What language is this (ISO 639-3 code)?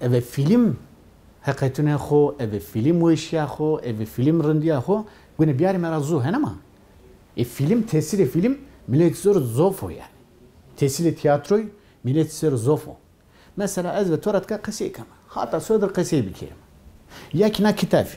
zza